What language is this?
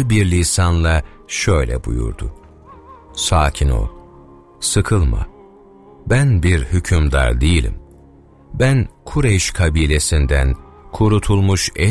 Turkish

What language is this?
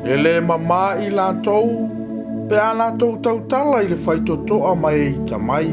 Samoan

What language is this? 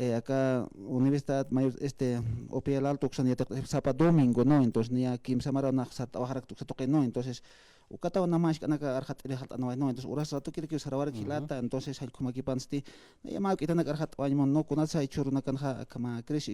Aymara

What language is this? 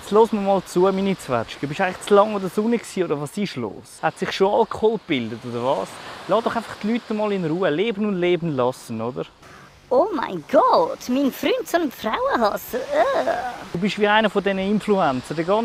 Swiss German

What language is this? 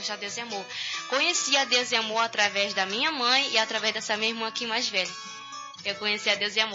Portuguese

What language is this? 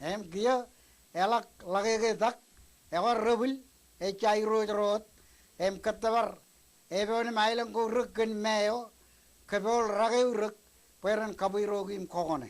Marshallese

